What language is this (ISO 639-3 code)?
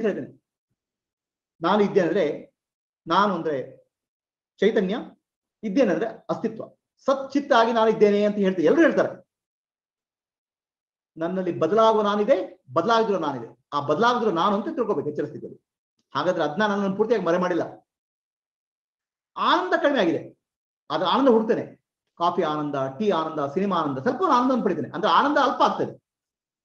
kan